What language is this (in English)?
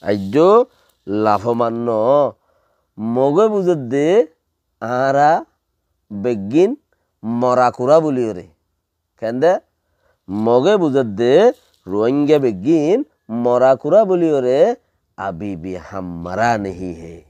Rohingya